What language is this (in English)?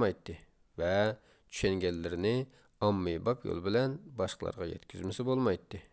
Uyghur